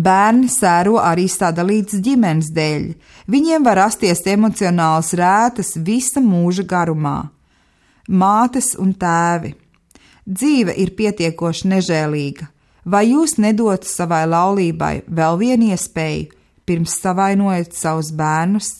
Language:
Latvian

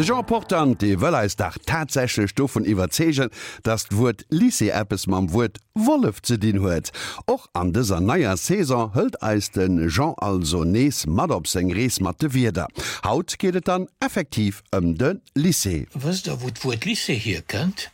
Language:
Luxembourgish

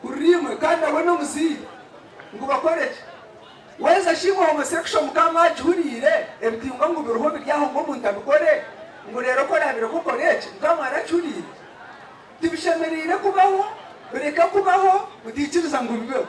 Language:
Nyankole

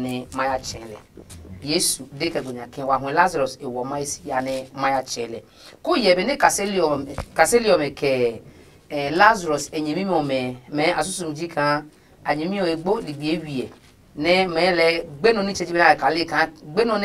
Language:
Adangme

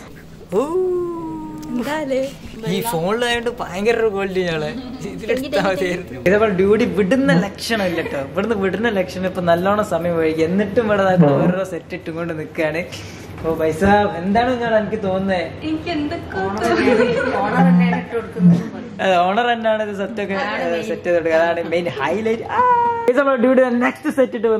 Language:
Malayalam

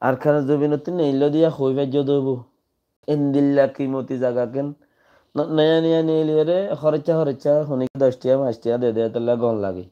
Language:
Rohingya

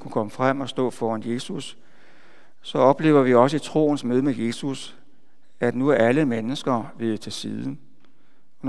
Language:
Danish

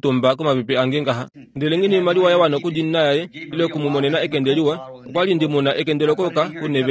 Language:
Kuanyama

